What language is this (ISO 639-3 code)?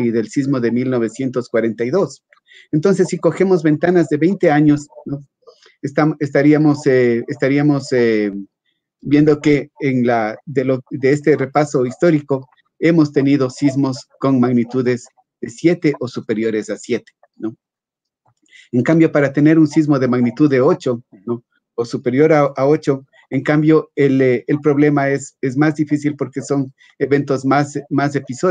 spa